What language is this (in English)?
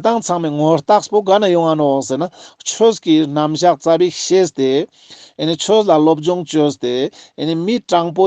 Ladakhi